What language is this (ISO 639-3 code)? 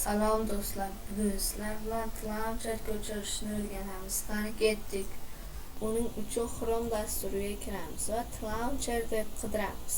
uzb